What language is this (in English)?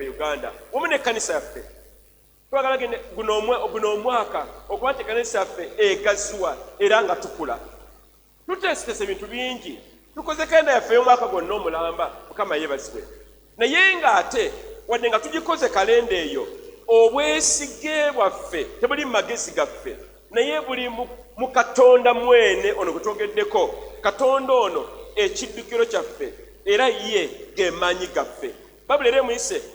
Ganda